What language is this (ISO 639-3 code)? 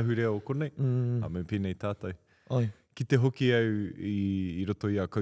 mri